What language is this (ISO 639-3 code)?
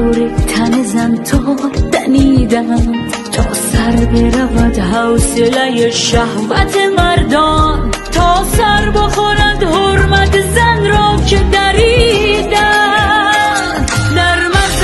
fas